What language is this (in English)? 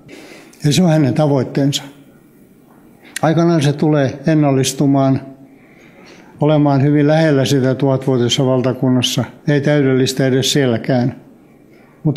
Finnish